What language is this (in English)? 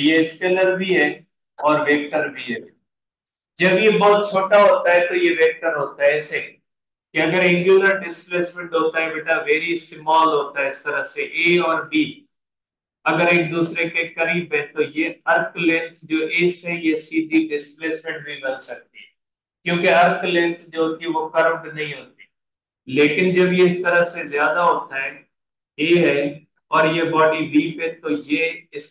Hindi